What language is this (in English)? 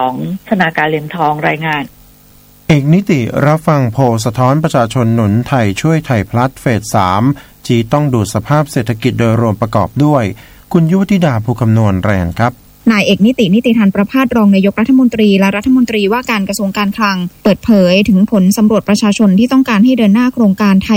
Thai